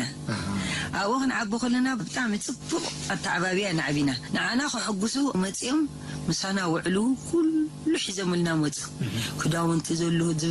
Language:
Tigrinya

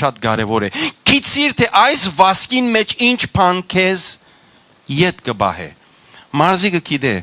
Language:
Western Armenian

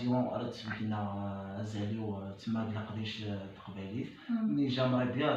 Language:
Kabyle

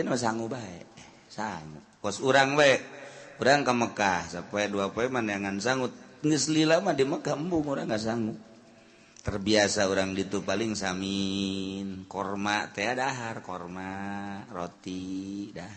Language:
Sundanese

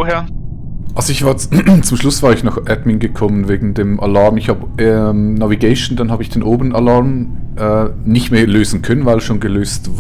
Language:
Swiss German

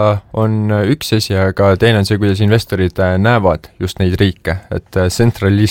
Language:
Estonian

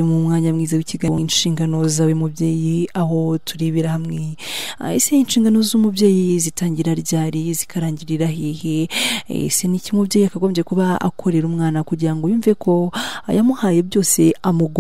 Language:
Kinyarwanda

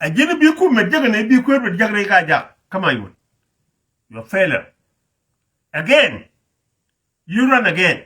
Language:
Nuer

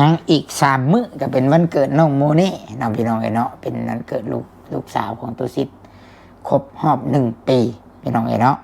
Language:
Northeastern Thai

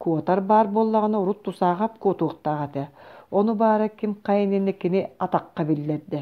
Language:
Yakut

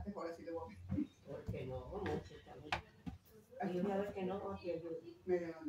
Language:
Spanish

